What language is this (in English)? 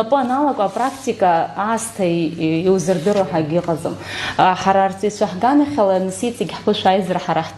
Abkhazian